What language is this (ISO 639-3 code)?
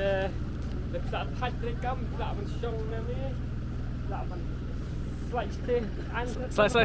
kha